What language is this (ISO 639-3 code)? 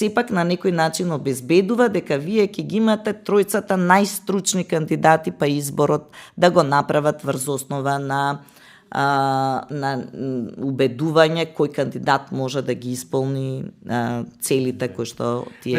mkd